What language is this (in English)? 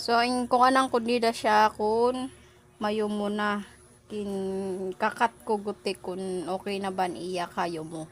Waray